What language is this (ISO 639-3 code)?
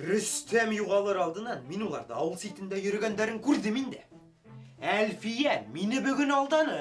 bak